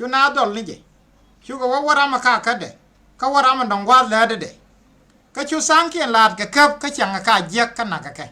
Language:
Nuer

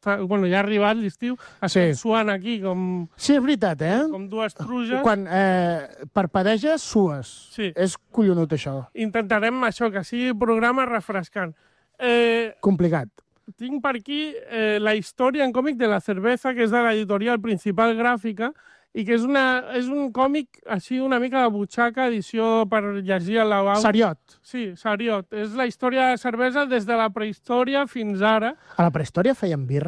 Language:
Catalan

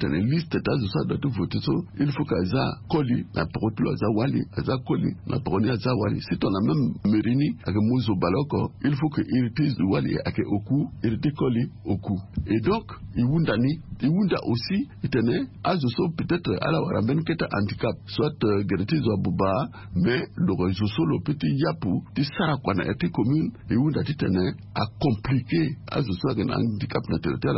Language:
Sango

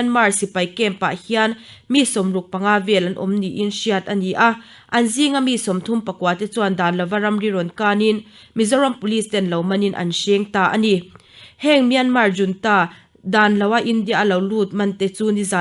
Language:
Mizo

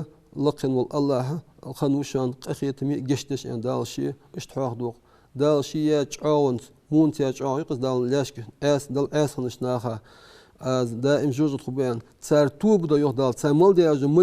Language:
Ingush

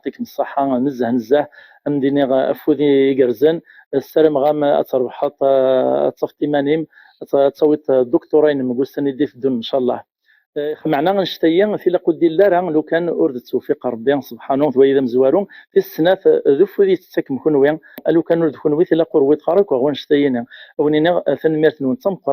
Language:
Kabyle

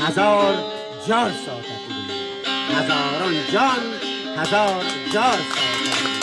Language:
Kurdish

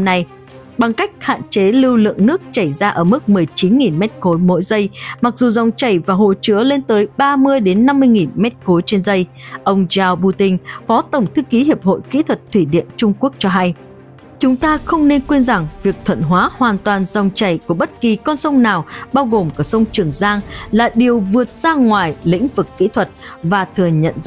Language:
Vietnamese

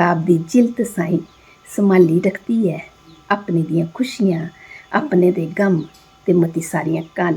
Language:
Dogri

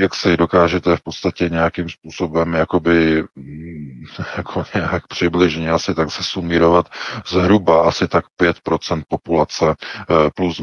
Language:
Czech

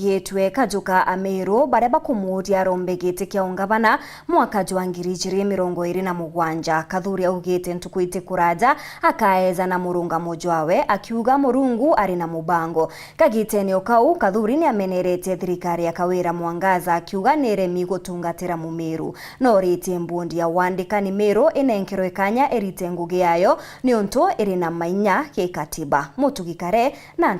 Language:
Meru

